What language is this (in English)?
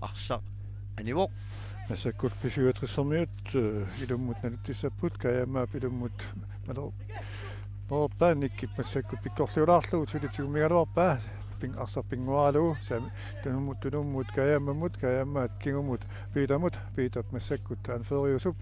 Kalaallisut